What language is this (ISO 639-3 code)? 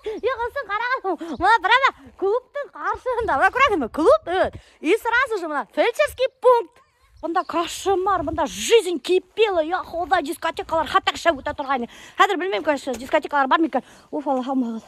bak